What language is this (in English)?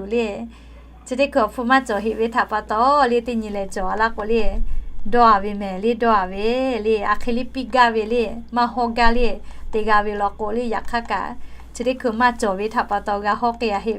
Lahu